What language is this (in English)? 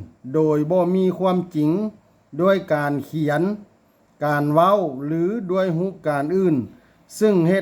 Lao